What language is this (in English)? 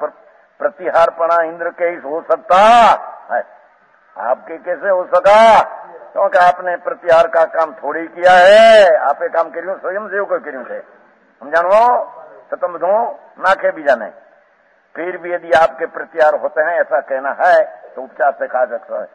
Gujarati